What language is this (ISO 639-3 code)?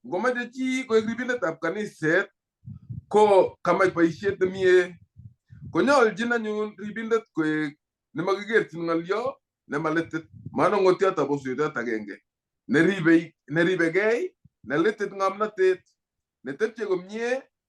kln